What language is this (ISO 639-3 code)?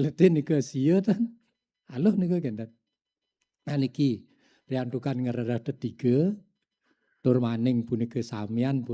ban